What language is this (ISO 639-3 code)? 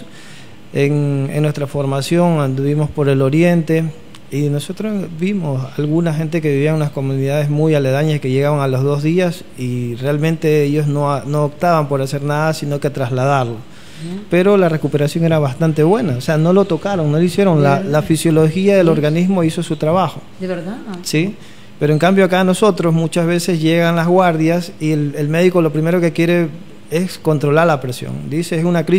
spa